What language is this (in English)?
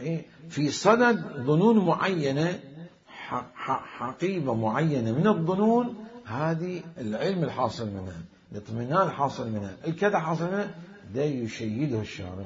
Mesopotamian Arabic